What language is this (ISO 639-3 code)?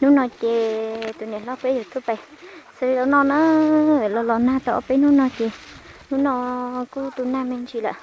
hmn